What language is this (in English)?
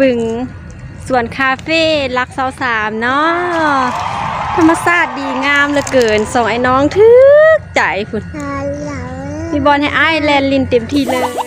Lao